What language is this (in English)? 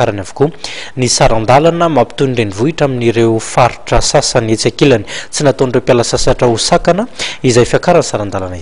Malagasy